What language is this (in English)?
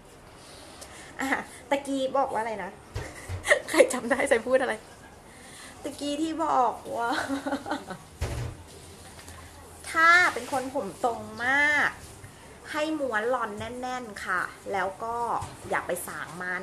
Thai